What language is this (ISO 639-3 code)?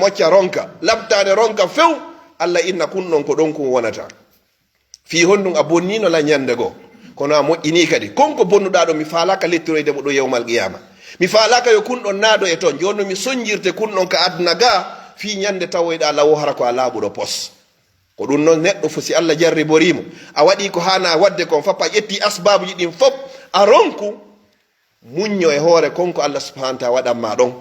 ful